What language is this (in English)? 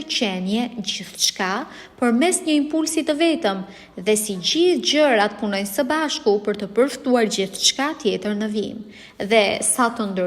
Albanian